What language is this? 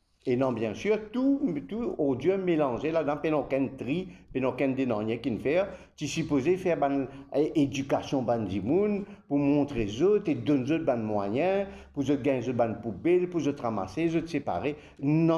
Morisyen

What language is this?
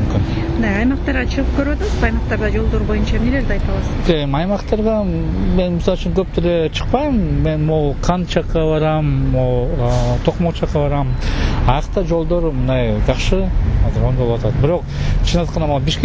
Kyrgyz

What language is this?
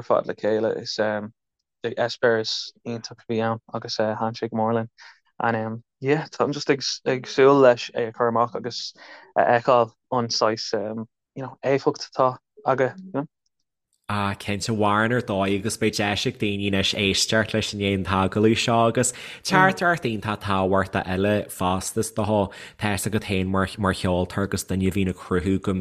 Irish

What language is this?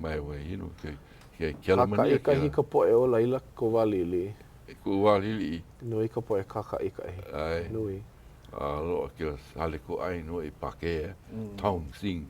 Hawaiian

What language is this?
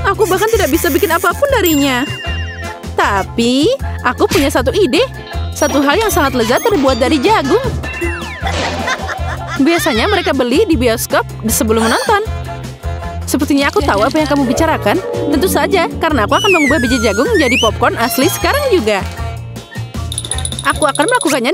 Indonesian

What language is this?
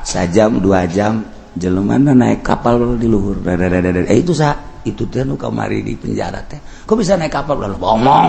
Sundanese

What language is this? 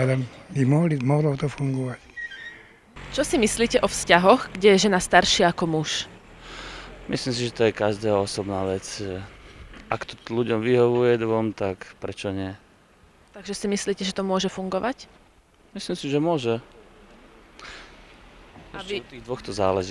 Slovak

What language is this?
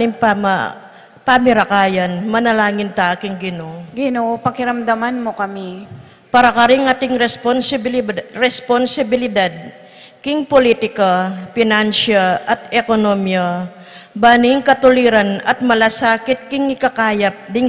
Pampanga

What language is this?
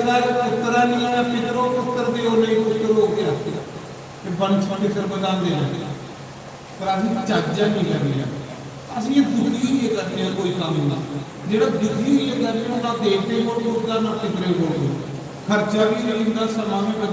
Dogri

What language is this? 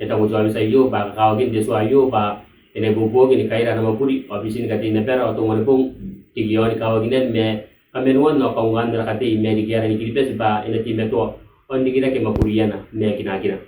Gilbertese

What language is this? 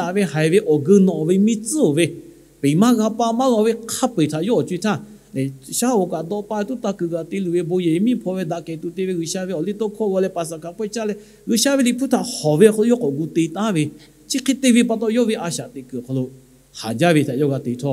Lahu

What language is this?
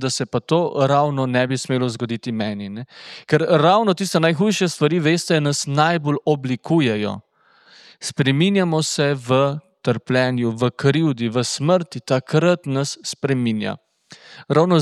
Slovenian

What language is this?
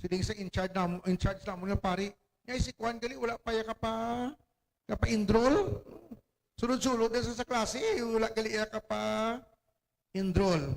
Hiligaynon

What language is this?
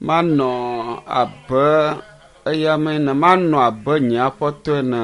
Ewe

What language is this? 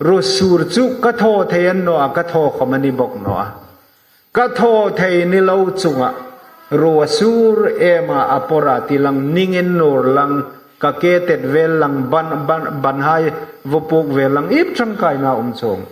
Hmar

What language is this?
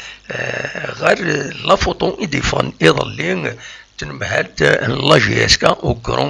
Kabyle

